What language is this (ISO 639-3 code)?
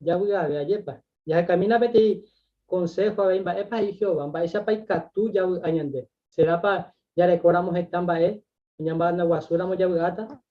grn